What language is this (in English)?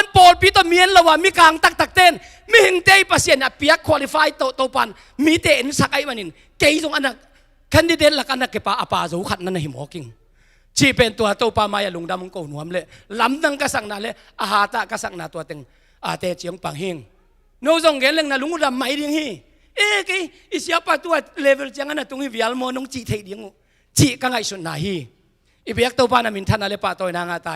Tedim Chin